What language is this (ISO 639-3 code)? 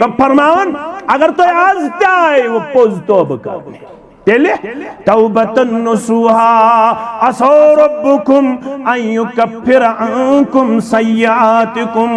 kas